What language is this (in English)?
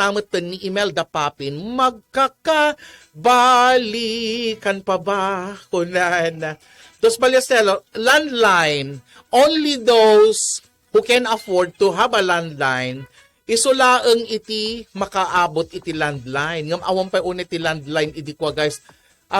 Iloko